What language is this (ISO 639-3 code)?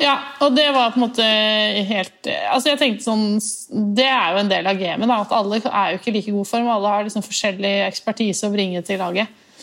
nor